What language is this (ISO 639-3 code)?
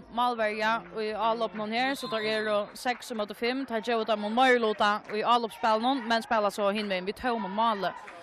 fao